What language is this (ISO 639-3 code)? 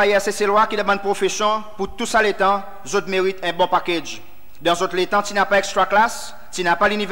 crs